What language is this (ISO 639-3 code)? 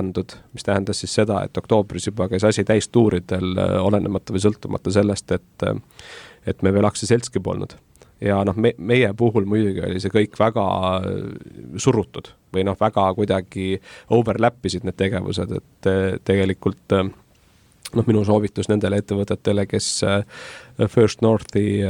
est